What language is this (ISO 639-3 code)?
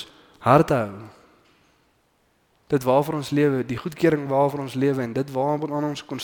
afr